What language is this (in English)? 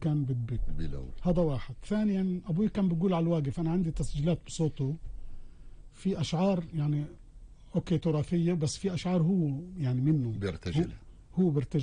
North Levantine Arabic